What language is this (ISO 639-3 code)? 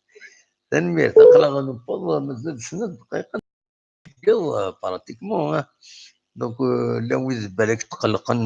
kab